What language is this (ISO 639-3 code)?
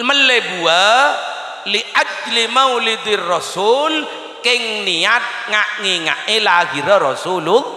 mad